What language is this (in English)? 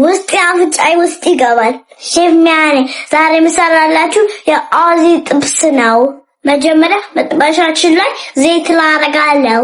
Amharic